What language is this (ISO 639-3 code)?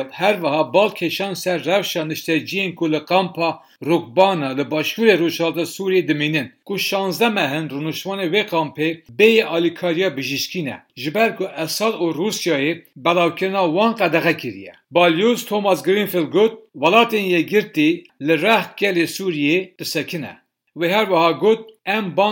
kur